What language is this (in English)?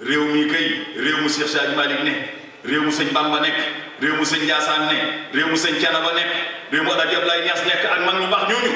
Wolof